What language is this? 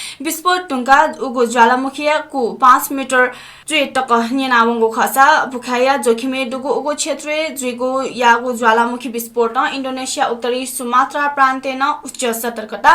Newari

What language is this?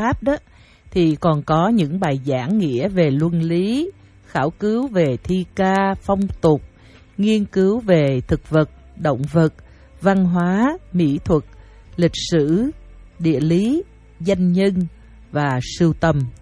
Vietnamese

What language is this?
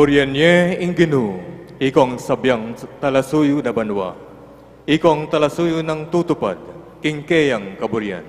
Pampanga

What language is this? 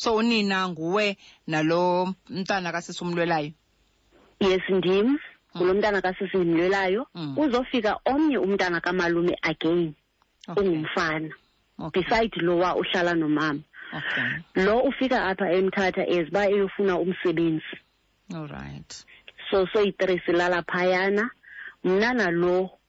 Xhosa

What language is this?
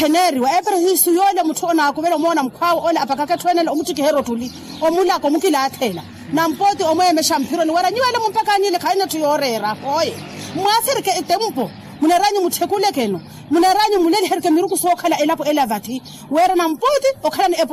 Makhuwa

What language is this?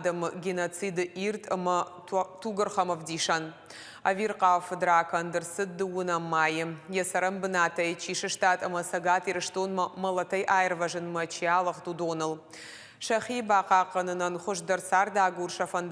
Ossetic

